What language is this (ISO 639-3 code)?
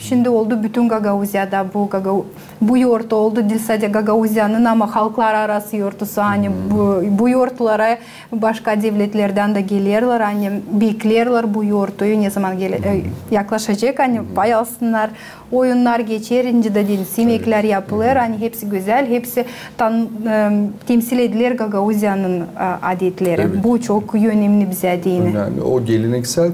gag